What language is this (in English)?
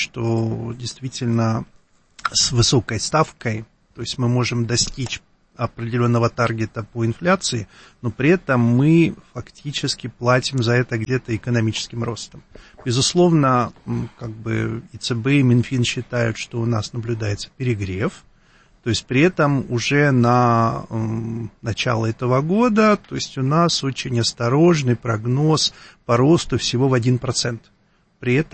Russian